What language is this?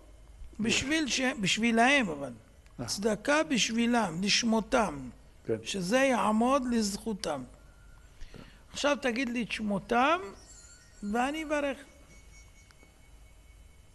Hebrew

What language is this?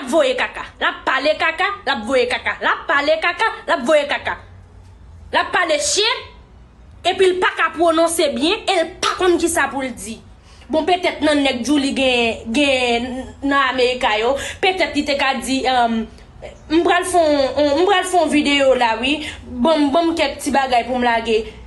Haitian Creole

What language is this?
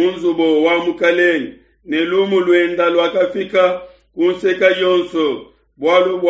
Luba-Lulua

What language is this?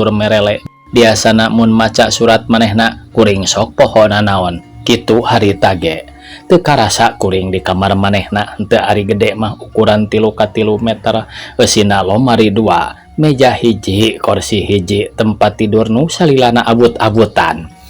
Sundanese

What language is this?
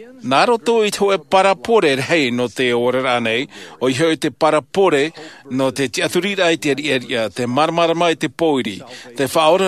Tahitian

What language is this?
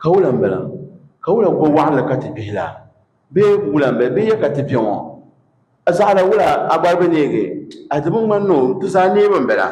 Dagbani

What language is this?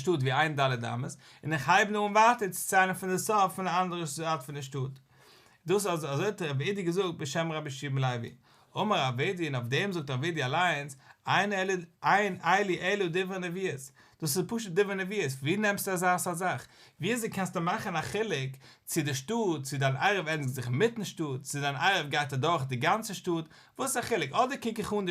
Yiddish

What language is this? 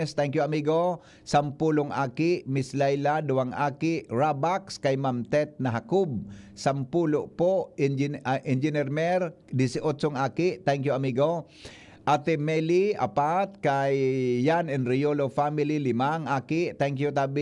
Bikol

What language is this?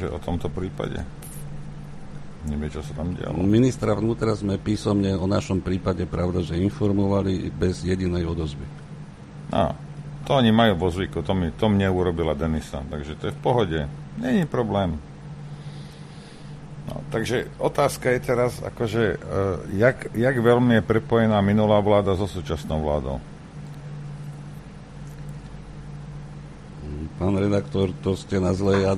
Slovak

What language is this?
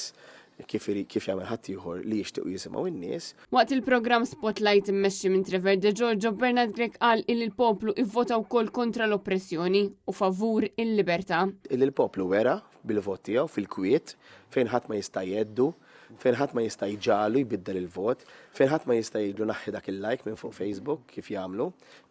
Maltese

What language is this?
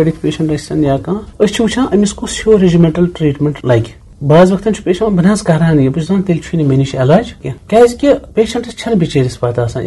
Kashmiri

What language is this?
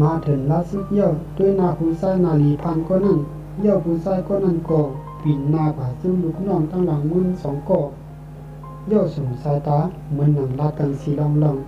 Shan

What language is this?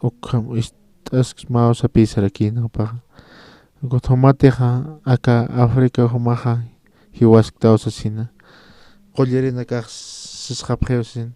Aymara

